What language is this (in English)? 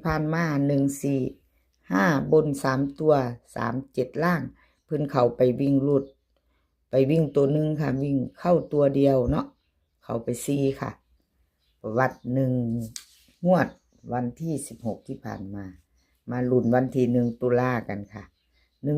Northeastern Thai